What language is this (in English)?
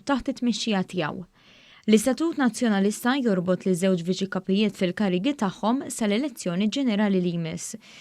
Maltese